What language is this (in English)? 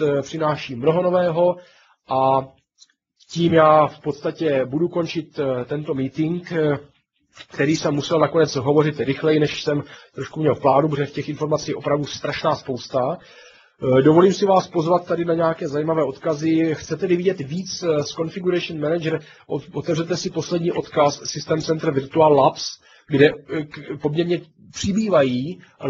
Czech